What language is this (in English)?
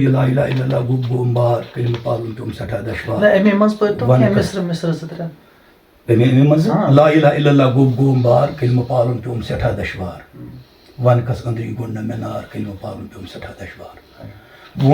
Kashmiri